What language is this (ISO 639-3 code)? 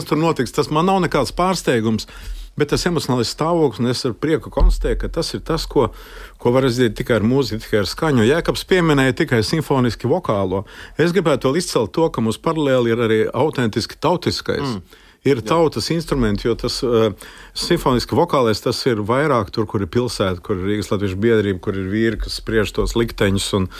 lav